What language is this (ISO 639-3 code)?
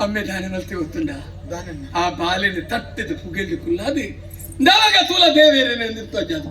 tcy